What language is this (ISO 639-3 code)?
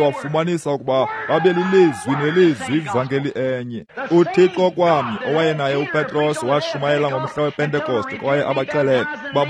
xho